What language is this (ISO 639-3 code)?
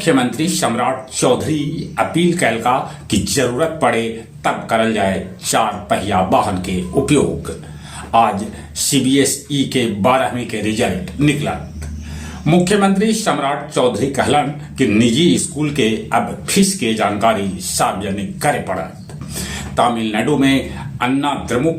mag